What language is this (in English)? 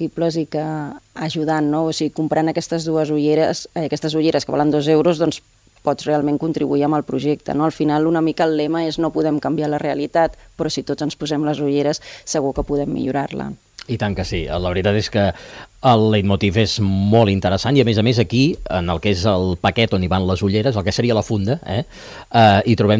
Catalan